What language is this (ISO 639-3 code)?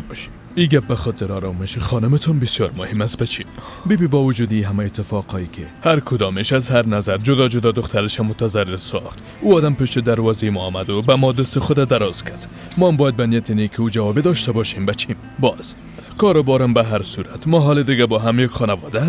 fas